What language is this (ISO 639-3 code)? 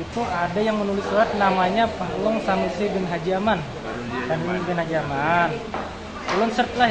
bjn